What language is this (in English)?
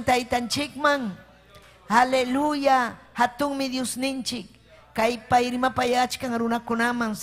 Ayacucho Quechua